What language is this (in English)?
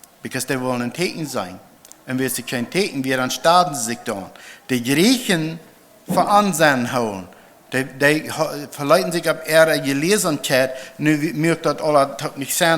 Plautdietsch